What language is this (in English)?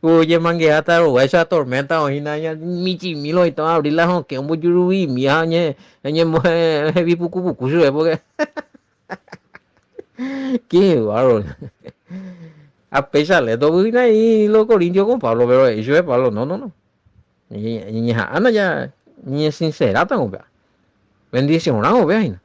Guarani